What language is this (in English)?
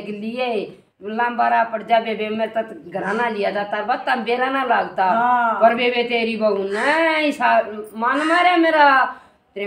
Haryanvi